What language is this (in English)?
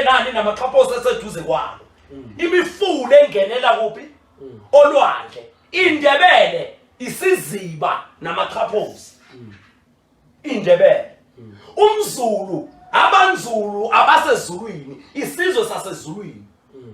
Zulu